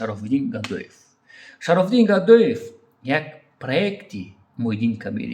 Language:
Tajik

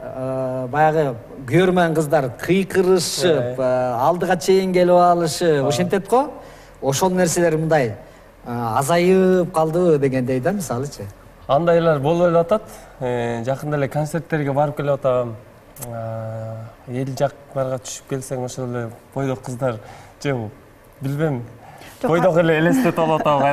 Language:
Kyrgyz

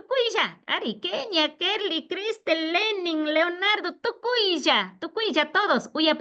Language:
Imbabura Highland Quichua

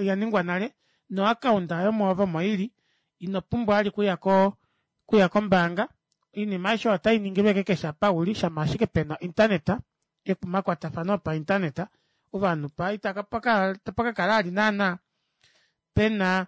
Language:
Kuanyama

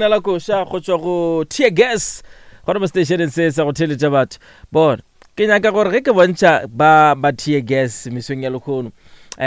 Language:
Northern Sotho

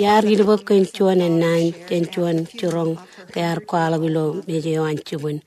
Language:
Marshallese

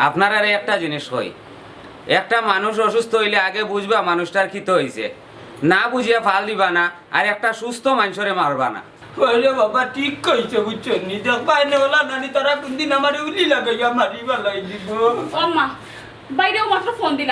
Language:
Sylheti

